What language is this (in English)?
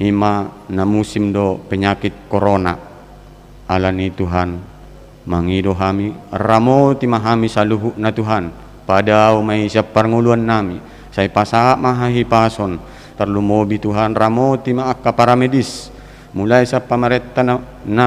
Batak Toba